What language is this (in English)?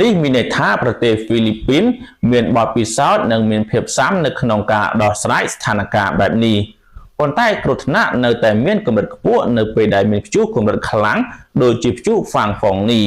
Khmer